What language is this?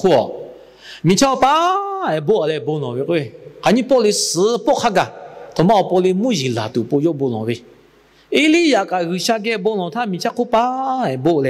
Lahu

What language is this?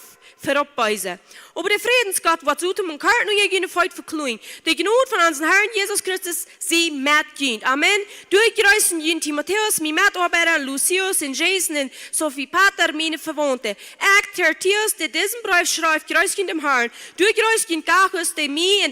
Plautdietsch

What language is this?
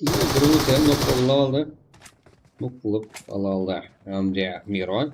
Kara-Kalpak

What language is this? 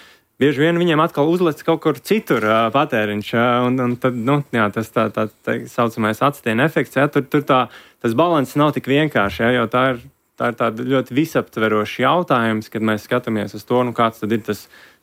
Latvian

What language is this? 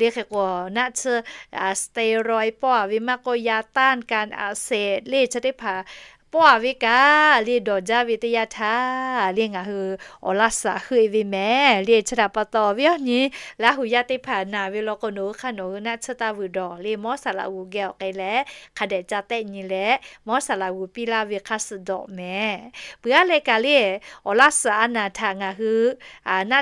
Lahu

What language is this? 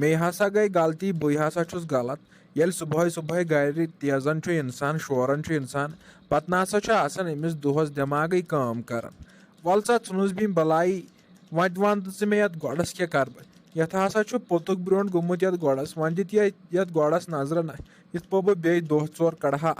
Kashmiri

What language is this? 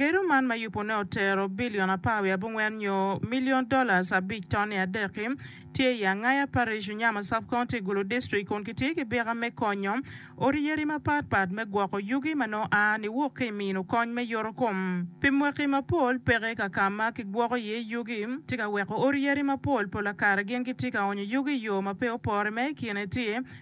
Acoli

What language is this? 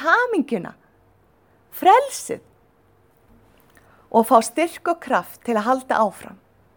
Icelandic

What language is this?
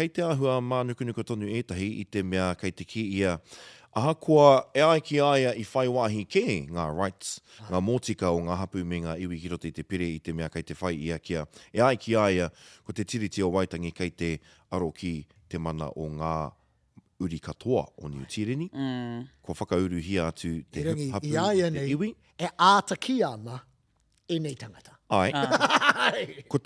Māori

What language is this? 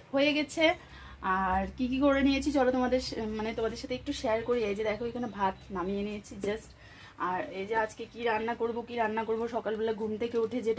Bangla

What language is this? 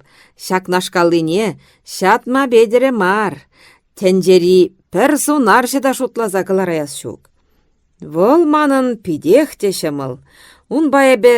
Chuvash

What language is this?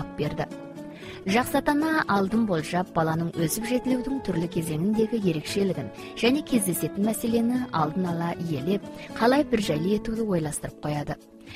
Kazakh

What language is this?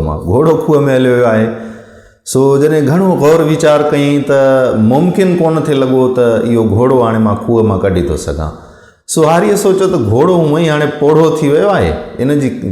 Sindhi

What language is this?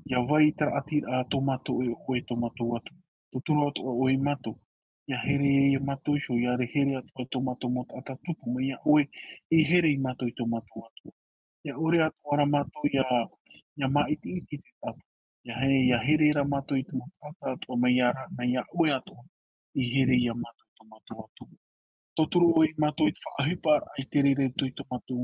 Tahitian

